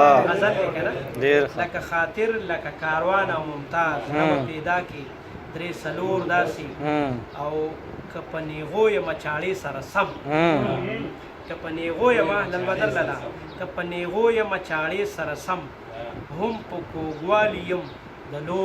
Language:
Pashto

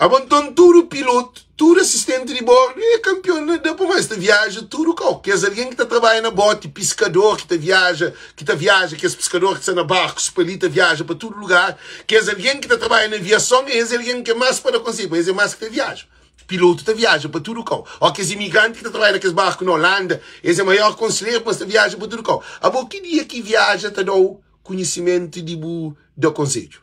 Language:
Kabuverdianu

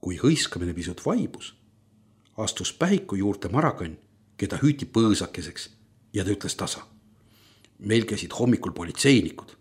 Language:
Estonian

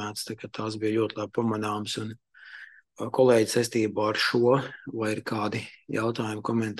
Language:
Latvian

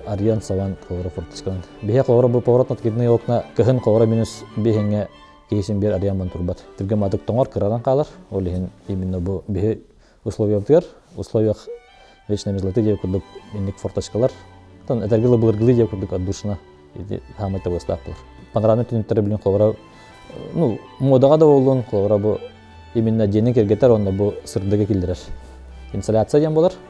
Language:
Yakut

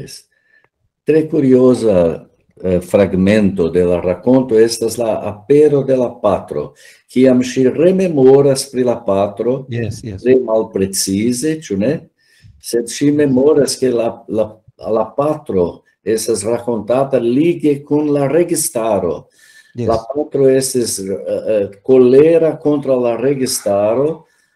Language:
Esperanto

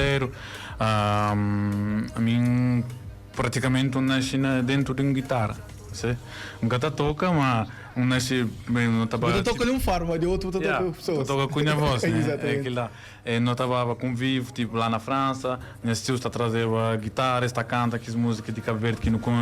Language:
Kabuverdianu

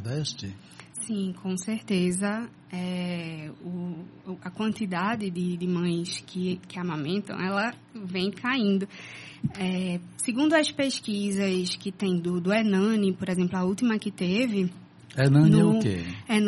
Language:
Portuguese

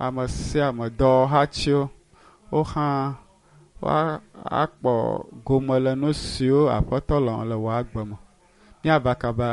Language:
Ewe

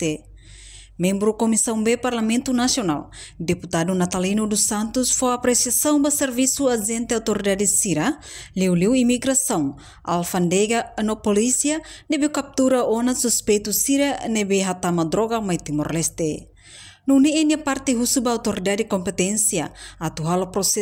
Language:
Tetum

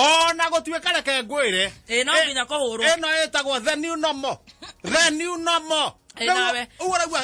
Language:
Kikuyu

